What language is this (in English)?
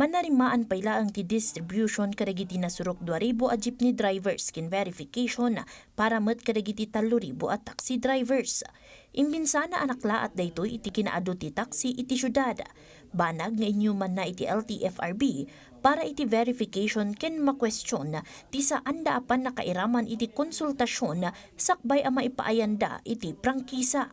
Iloko